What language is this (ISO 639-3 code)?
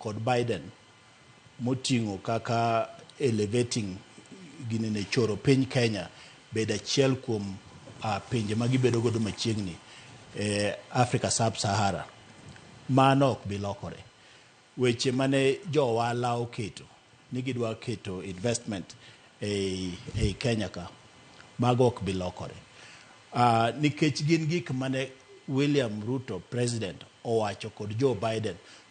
luo